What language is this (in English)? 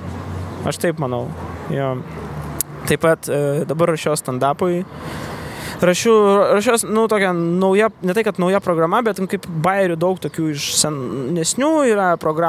Lithuanian